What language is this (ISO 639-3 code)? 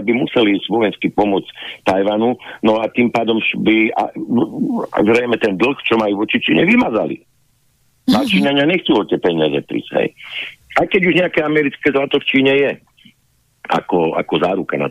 slk